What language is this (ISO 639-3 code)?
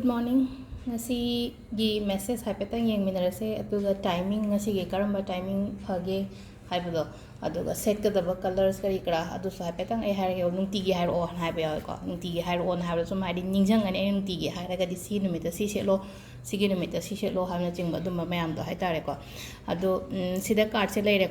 mni